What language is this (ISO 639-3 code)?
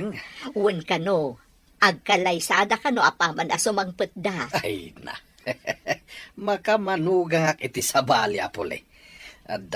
ilo